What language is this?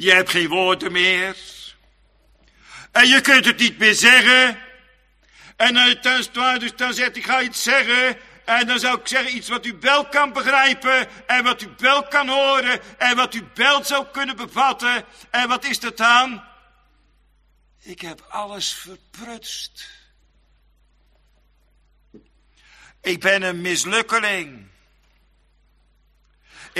Dutch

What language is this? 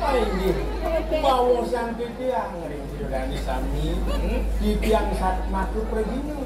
Balinese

